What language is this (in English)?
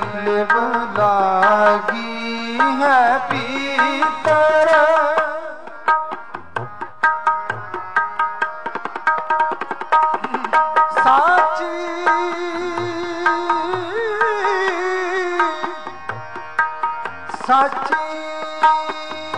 Punjabi